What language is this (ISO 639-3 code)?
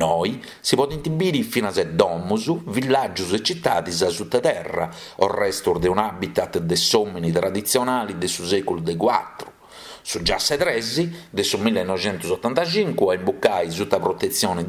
srd